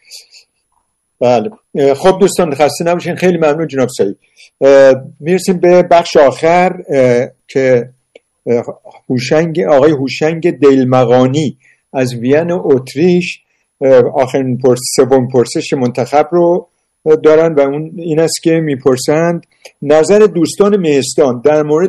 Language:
Persian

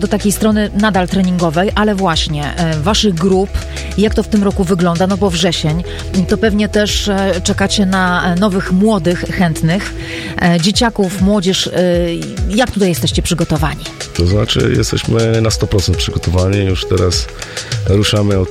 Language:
Polish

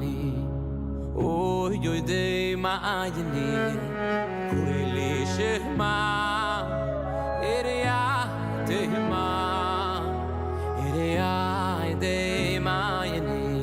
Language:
Yiddish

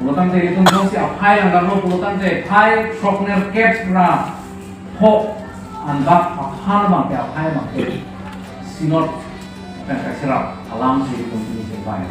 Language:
Karbi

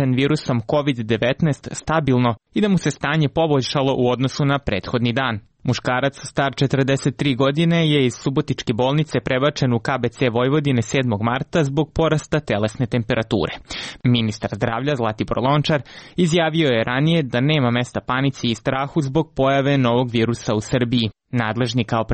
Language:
Serbian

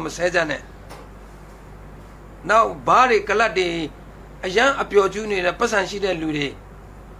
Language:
Burmese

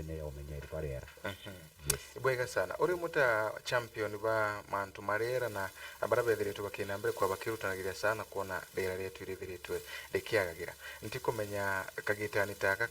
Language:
Meru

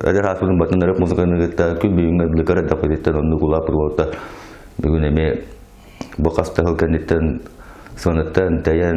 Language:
Yakut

